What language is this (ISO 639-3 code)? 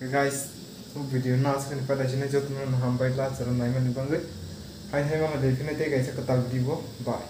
trp